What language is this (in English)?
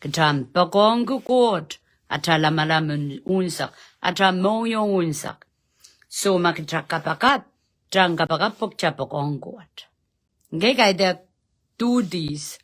Pohnpeian